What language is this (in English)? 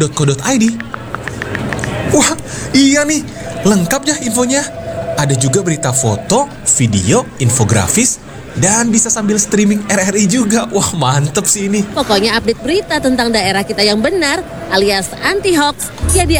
Indonesian